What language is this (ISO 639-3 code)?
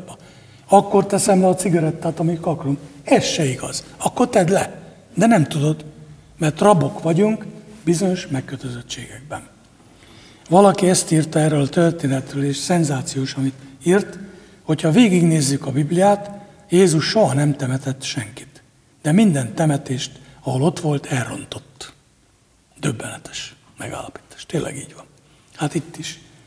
hun